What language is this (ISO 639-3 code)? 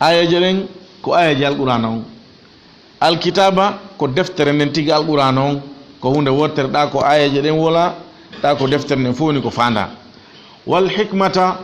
ful